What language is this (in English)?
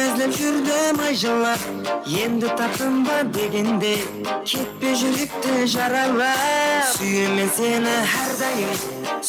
Kara-Kalpak